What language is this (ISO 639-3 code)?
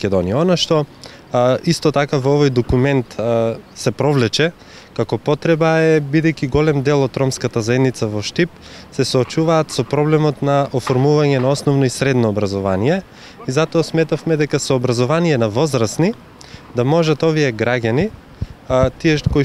mkd